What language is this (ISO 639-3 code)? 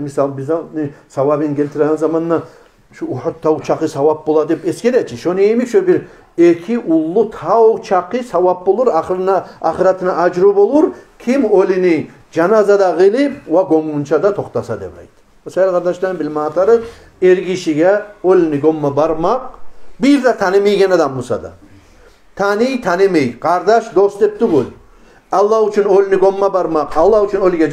kum